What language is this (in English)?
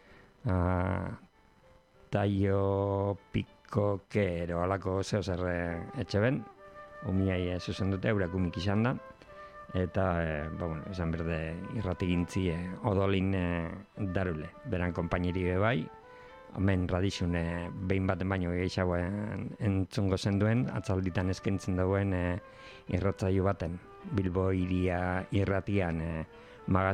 Basque